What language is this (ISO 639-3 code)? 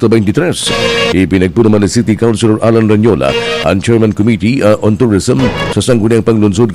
bik